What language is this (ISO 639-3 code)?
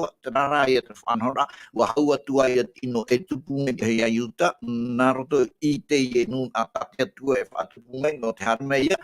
tah